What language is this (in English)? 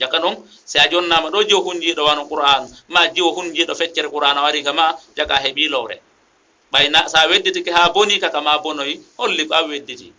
Fula